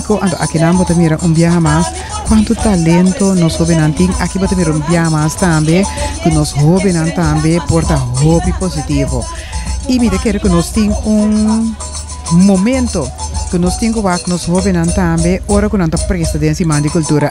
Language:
Papiamento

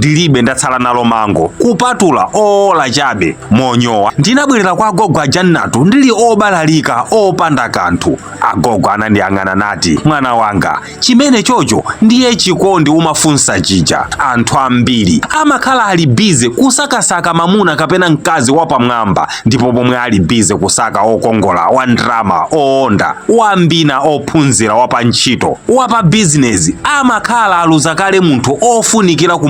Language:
Nyanja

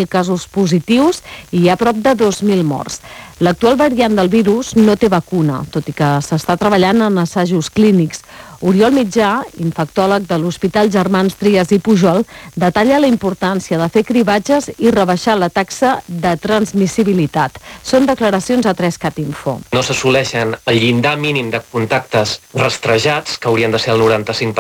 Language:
Catalan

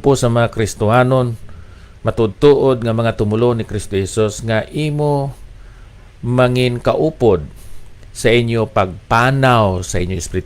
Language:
Hiligaynon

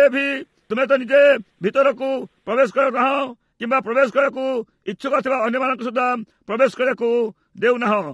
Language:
Odia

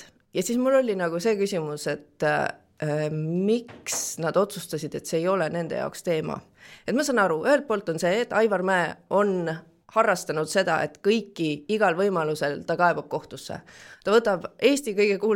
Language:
Estonian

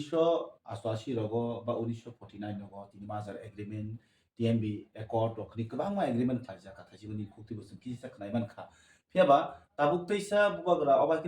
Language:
Kok Borok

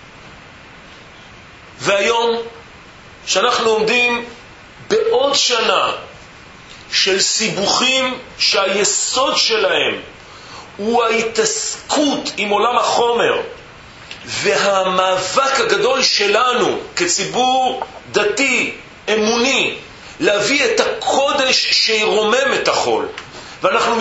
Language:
Hebrew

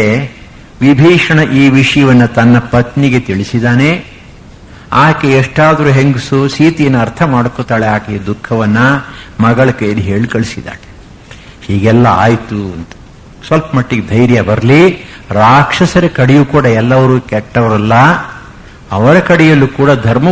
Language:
Kannada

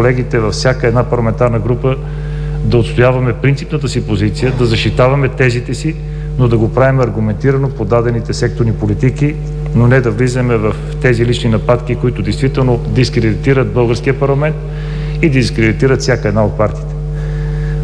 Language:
Bulgarian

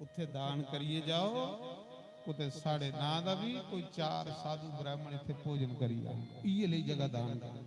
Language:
Dogri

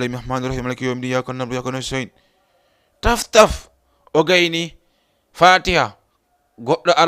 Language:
Fula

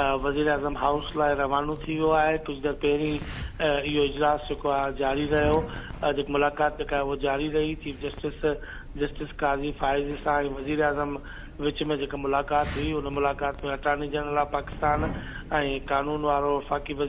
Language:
Sindhi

